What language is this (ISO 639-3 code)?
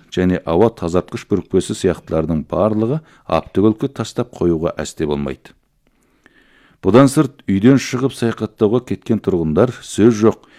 kaz